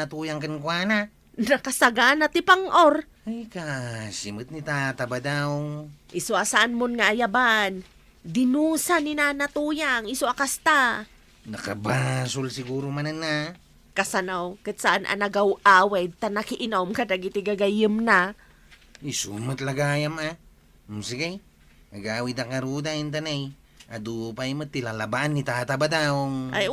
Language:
Iloko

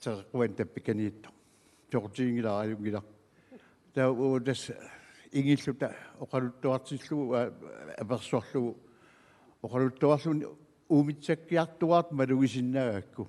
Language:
Kalaallisut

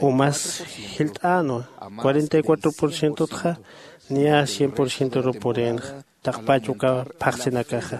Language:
Aymara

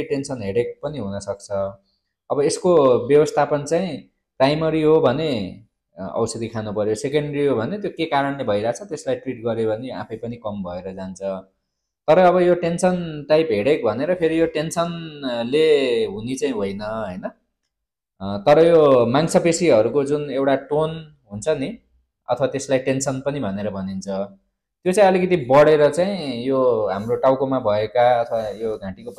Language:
Nepali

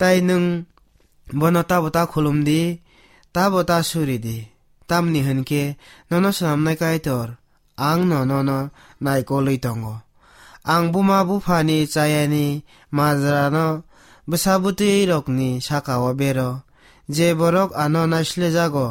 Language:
Kok Borok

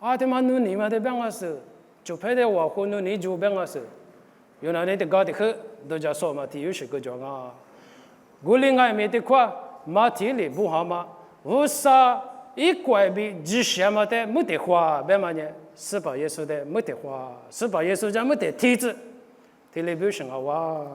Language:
Lisu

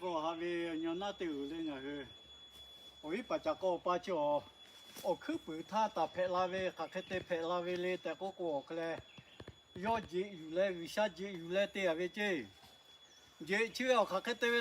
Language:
Lahu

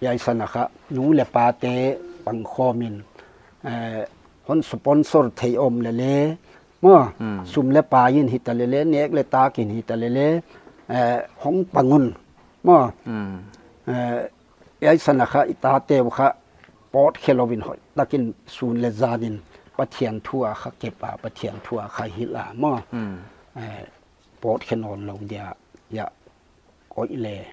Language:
Paite Chin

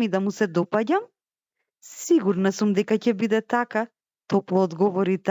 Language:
Macedonian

